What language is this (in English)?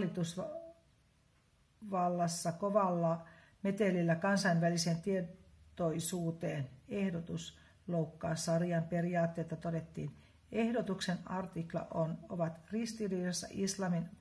Finnish